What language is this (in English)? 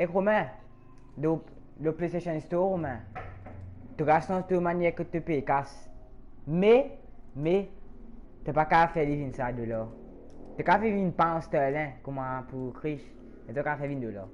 Morisyen